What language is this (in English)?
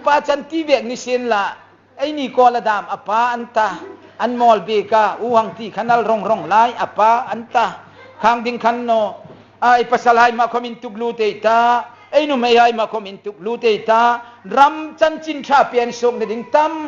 Hmar